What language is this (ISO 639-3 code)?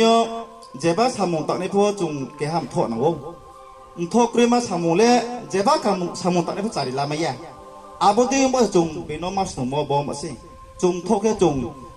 ria